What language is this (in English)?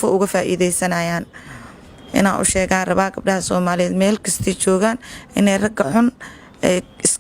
Somali